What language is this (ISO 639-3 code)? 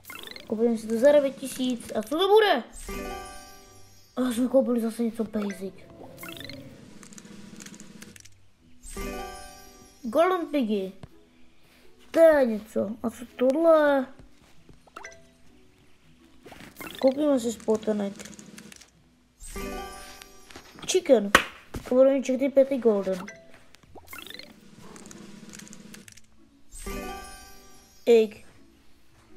ces